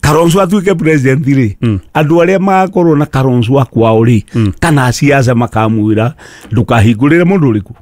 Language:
Kikuyu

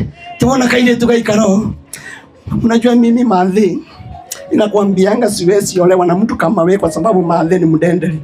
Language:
Kikuyu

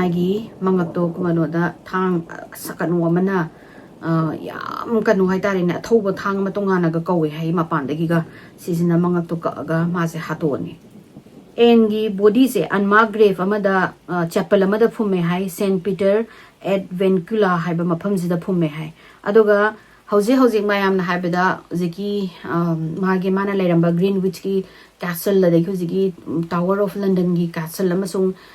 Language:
Manipuri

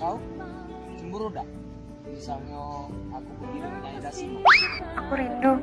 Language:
Musi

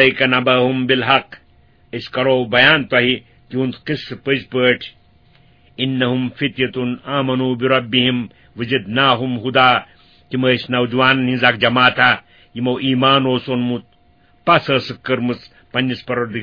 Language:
Kashmiri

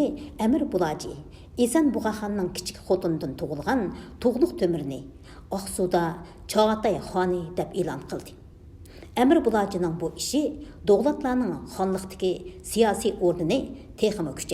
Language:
Uyghur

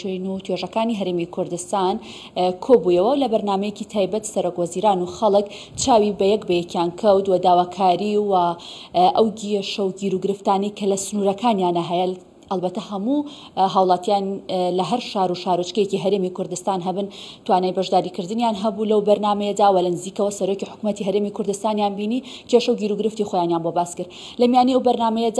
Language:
Central Kurdish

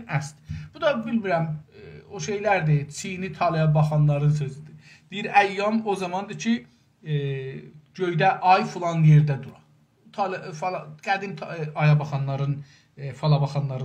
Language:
South Azerbaijani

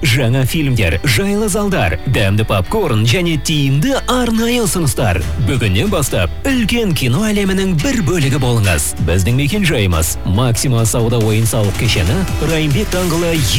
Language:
Kazakh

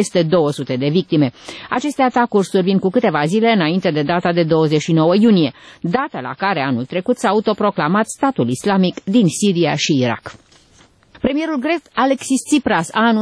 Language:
Romanian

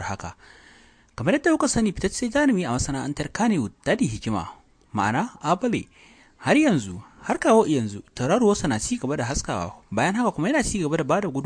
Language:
Hausa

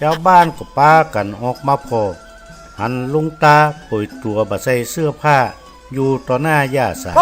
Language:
Northern Thai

